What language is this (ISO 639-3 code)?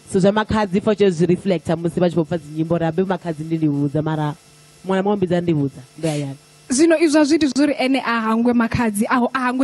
ven